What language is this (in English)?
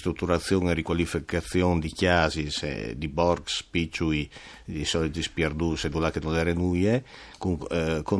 Friulian